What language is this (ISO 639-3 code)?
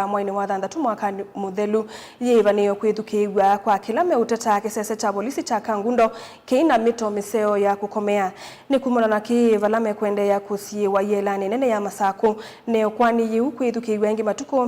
kam